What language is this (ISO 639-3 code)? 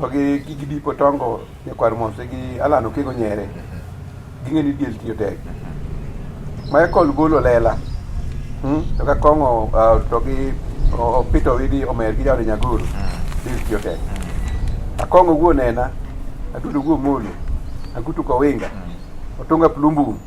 luo